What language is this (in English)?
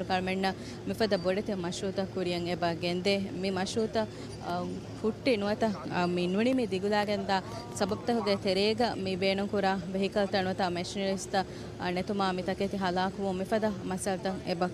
Divehi